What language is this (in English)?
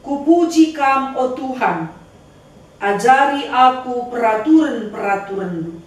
Batak Karo